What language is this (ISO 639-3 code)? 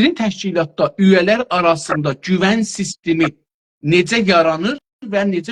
azb